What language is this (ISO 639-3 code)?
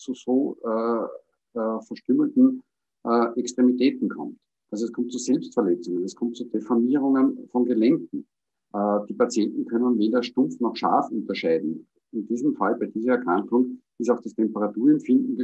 deu